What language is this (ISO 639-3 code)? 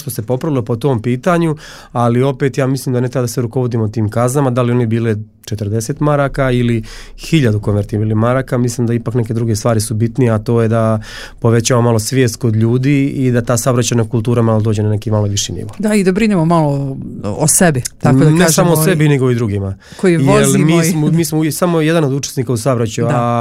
srp